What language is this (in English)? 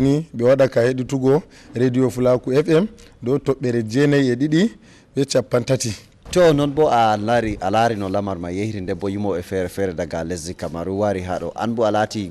Fula